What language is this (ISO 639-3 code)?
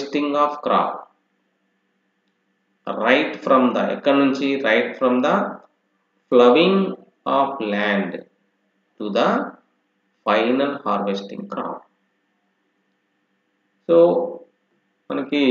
tel